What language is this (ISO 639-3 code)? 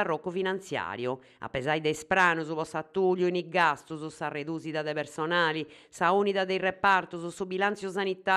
srd